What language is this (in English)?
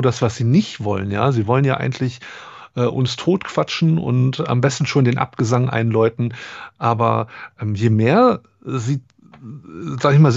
German